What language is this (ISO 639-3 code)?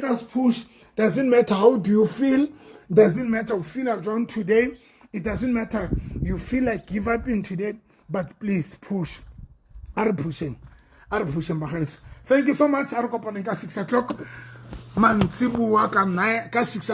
sot